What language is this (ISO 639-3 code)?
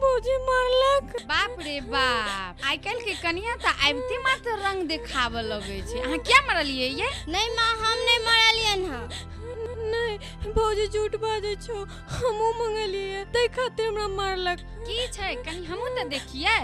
mai